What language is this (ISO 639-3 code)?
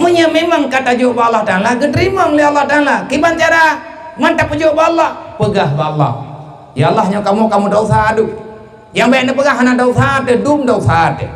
ace